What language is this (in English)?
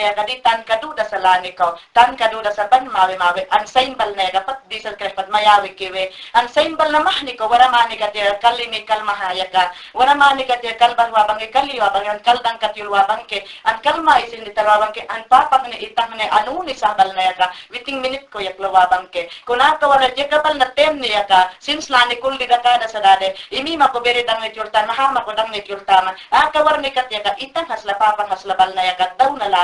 Mayangna